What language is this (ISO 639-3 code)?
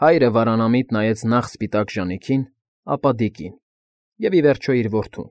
hye